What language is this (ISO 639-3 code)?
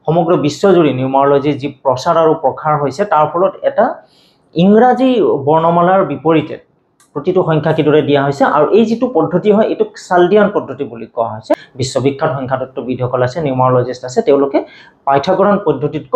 asm